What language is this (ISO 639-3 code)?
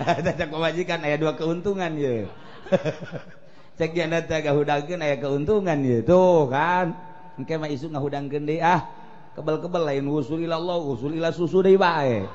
sun